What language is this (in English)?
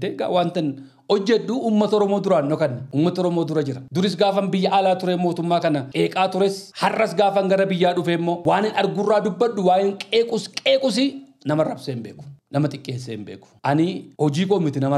Oromo